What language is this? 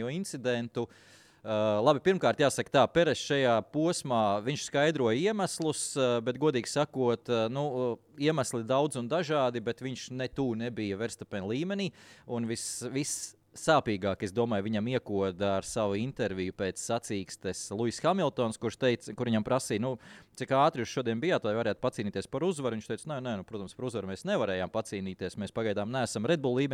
Latvian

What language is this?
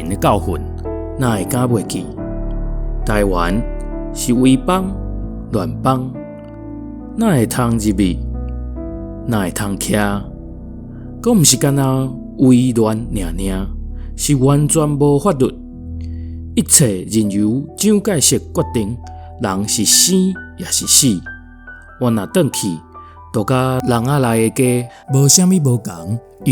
Min Nan Chinese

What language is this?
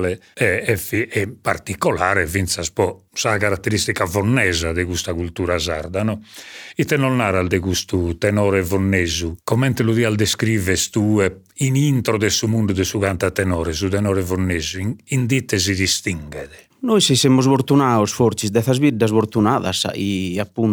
Sardinian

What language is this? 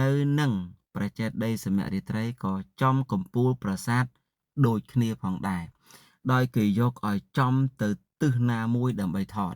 Khmer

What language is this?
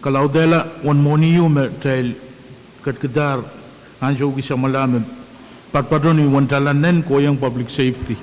Pohnpeian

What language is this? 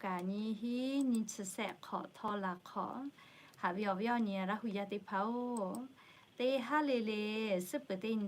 Lahu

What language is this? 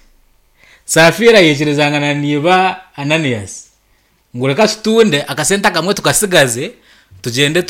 Nyankole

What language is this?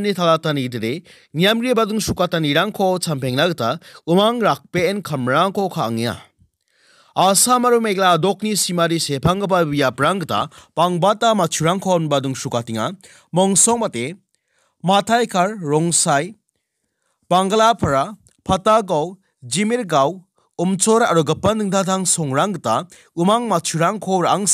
Garo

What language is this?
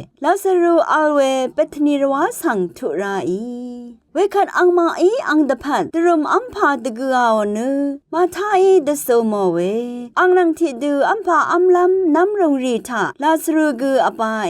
Rawang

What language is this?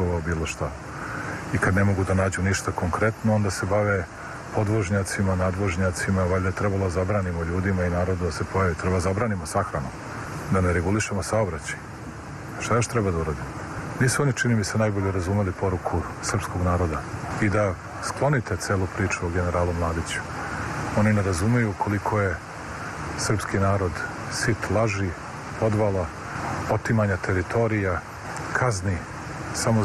Serbian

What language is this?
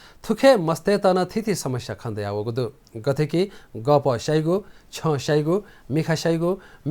Newari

